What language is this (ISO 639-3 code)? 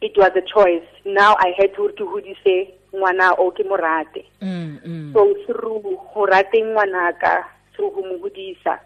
tsn